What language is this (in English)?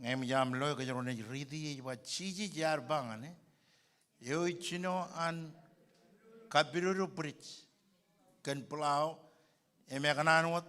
Marshallese